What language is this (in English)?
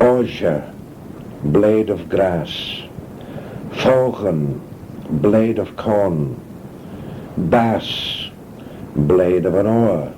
Manx